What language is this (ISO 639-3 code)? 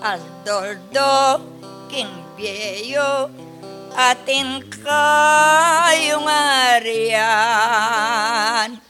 pam